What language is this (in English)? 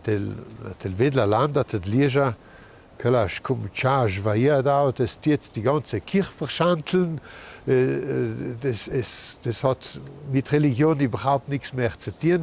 Ladin